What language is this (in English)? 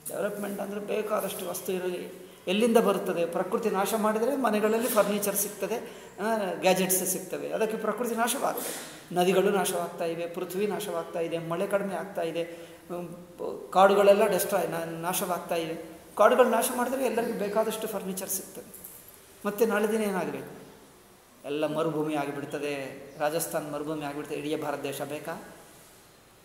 Kannada